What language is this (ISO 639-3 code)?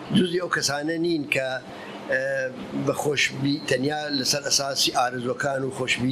ckb